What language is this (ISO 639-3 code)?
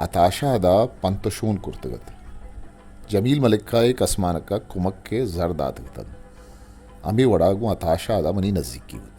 bgp